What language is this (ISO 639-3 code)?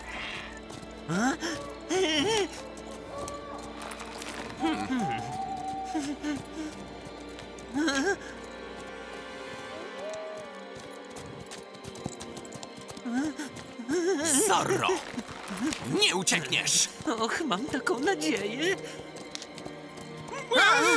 pol